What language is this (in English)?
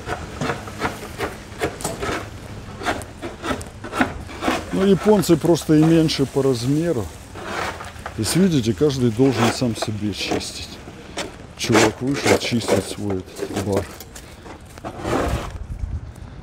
Russian